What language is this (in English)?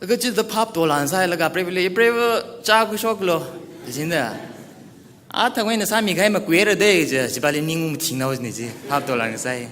Tangkhul Naga (India)